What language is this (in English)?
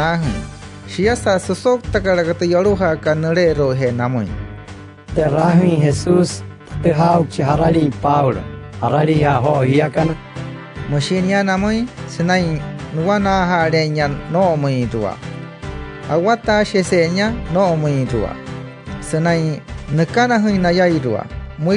Wayuu